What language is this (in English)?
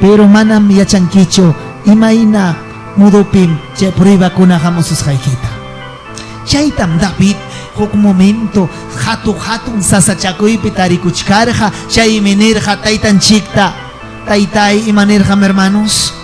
Ayacucho Quechua